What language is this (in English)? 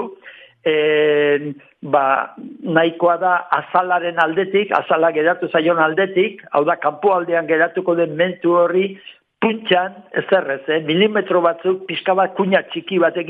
Basque